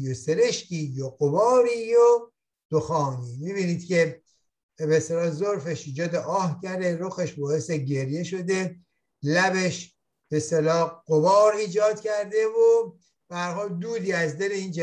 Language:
Persian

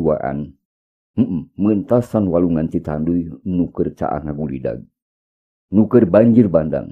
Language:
Sundanese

